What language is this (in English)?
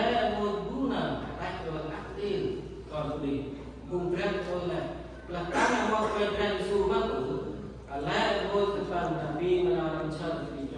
Central Mnong